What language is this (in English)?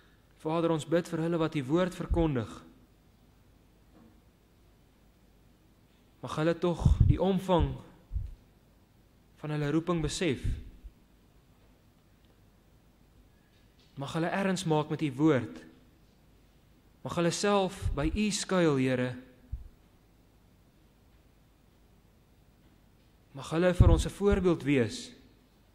Afrikaans